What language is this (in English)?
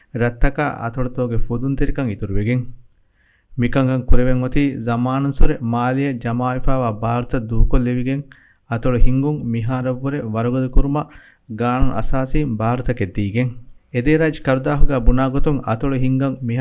Divehi